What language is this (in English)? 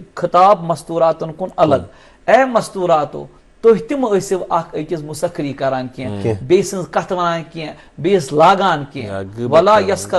Kashmiri